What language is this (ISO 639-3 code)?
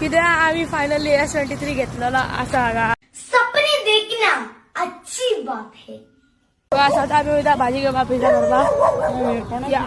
kok